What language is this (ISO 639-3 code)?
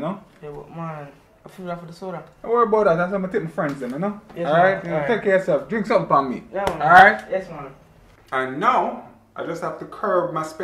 jam